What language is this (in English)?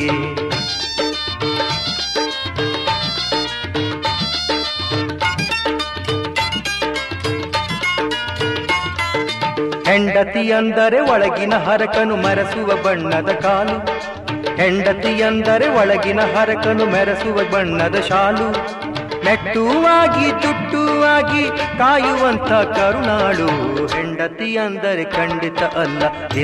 Kannada